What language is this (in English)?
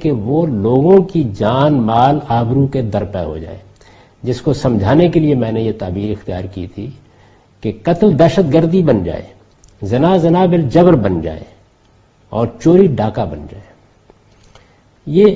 Urdu